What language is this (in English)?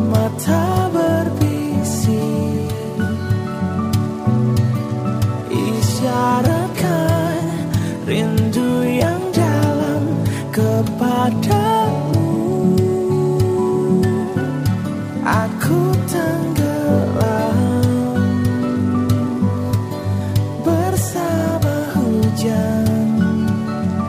Indonesian